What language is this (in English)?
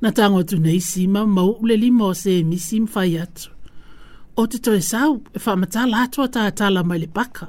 Samoan